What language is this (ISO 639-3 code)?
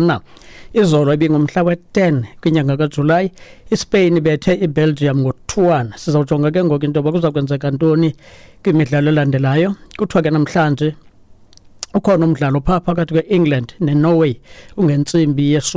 xho